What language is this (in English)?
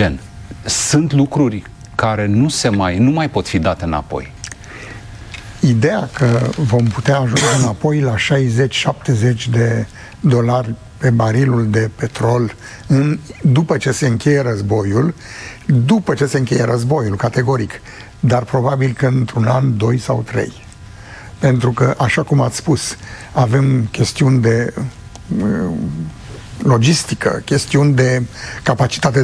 Romanian